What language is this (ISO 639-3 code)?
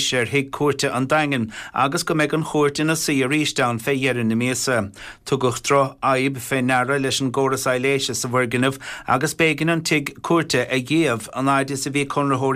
gle